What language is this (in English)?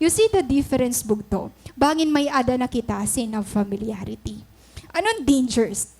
Waray